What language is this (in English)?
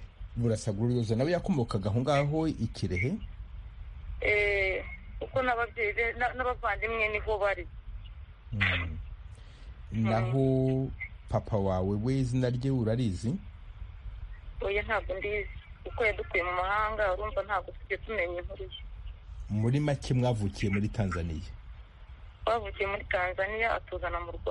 Kinyarwanda